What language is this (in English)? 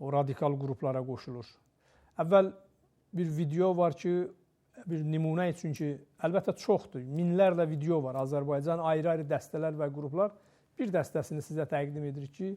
Azerbaijani